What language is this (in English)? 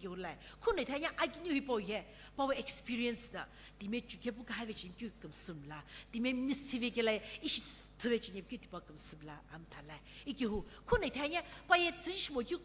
Sumi Naga